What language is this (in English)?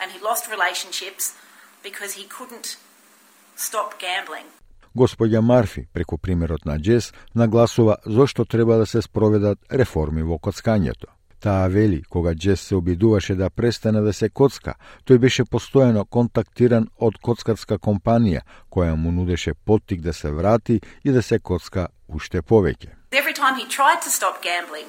Macedonian